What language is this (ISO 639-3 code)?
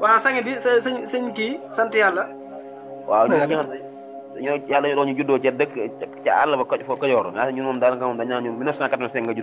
wol